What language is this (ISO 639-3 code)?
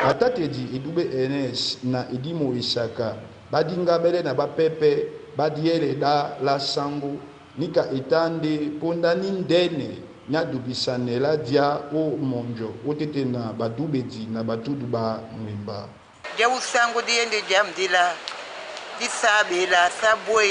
dua